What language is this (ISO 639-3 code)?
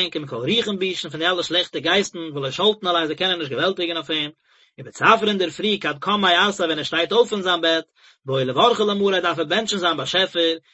yid